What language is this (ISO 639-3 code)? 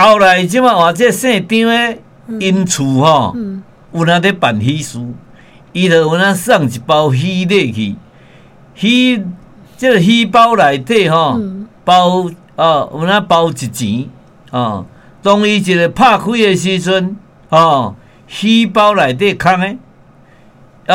nan